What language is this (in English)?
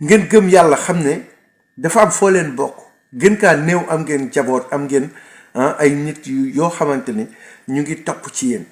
Wolof